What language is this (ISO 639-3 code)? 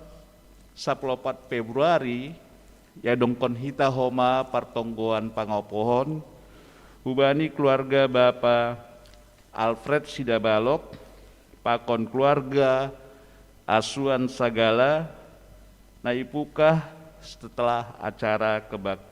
bts